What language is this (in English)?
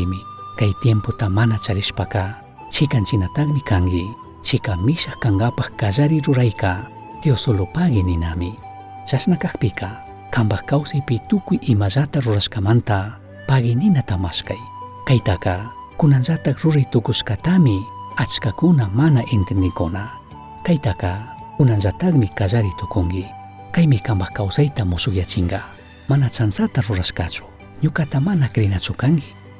Chimborazo Highland Quichua